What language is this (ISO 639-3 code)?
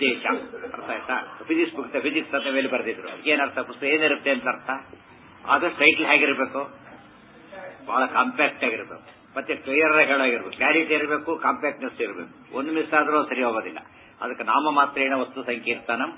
kan